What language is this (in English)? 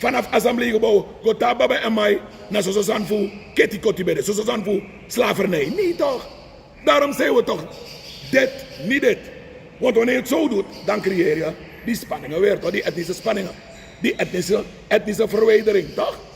Sranan Tongo